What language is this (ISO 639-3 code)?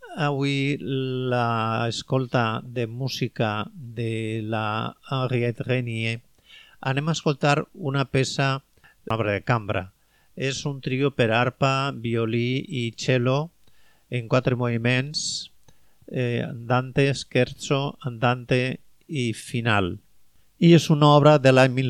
cat